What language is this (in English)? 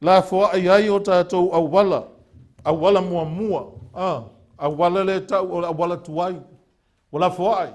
Samoan